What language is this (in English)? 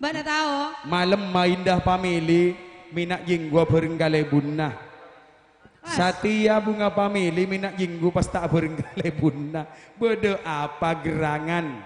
Madurese